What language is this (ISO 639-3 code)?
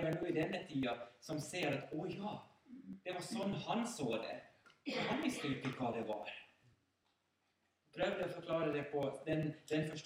nor